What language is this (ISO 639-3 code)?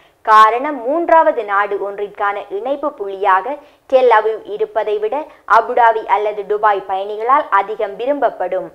tam